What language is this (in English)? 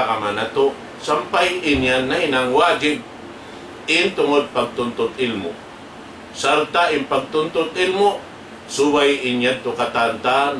Tausug